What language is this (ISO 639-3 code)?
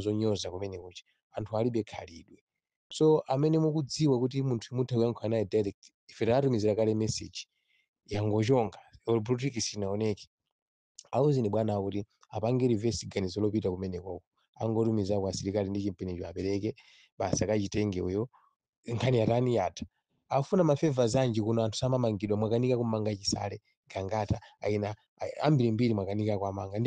nya